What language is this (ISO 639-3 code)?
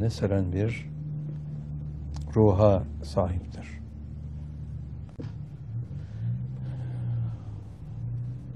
tur